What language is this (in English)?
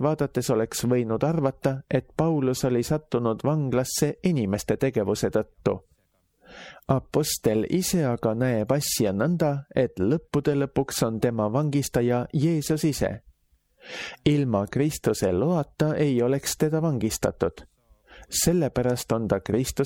Estonian